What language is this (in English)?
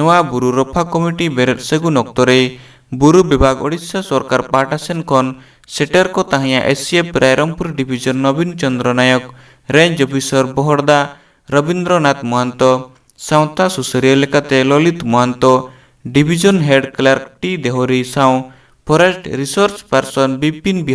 Santali